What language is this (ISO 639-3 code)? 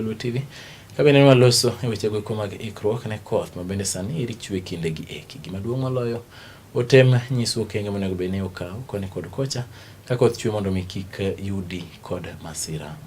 luo